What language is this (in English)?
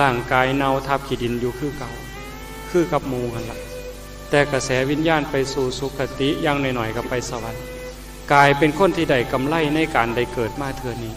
Northeastern Thai